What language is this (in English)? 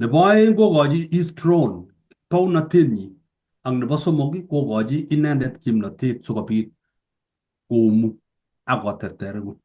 Kalenjin